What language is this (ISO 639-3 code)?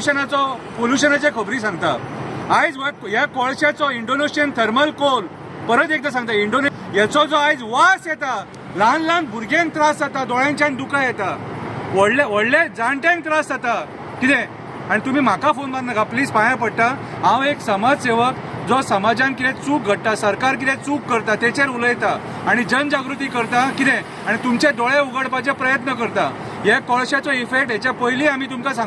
kok